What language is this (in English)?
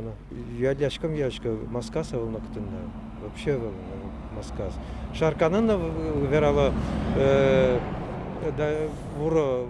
Udmurt